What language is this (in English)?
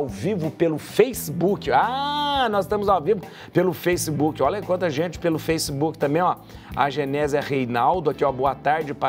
Portuguese